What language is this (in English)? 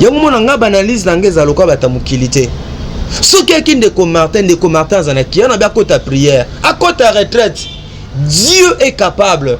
Lingala